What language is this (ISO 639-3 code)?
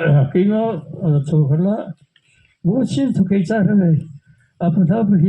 mrh